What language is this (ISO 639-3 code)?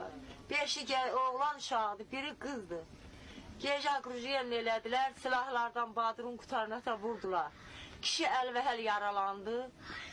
aze